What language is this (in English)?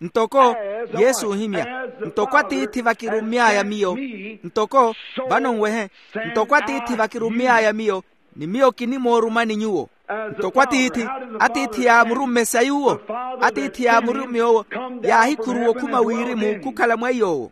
Makhuwa